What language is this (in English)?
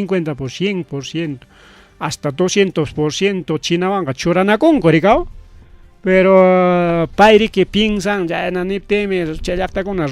Ayacucho Quechua